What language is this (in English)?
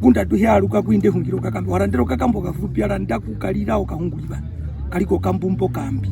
Herero